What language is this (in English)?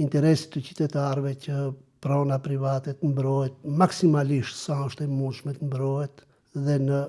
Albanian